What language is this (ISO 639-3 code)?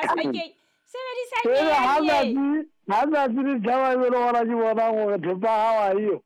sot